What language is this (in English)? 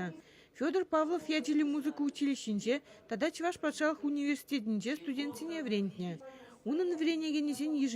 Chuvash